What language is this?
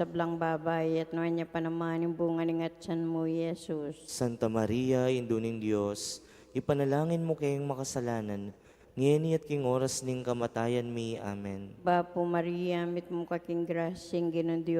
Pampanga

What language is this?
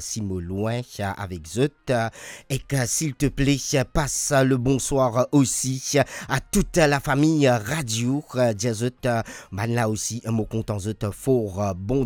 Morisyen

